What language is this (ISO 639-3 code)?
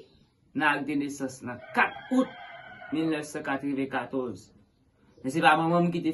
hat